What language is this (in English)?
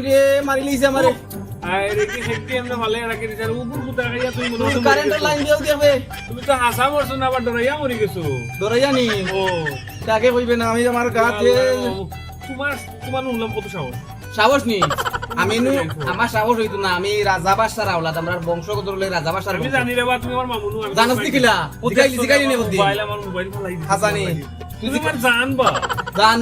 Sylheti